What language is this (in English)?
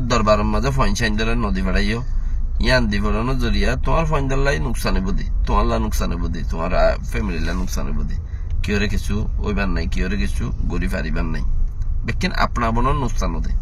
Rohingya